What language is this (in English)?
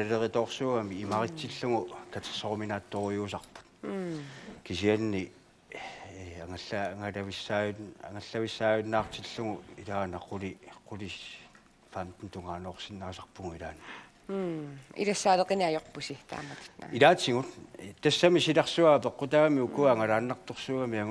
Kalaallisut